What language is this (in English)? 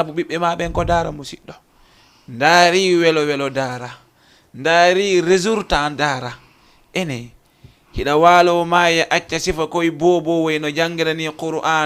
Fula